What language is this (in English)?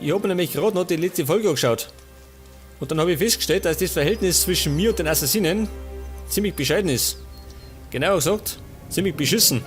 Bavarian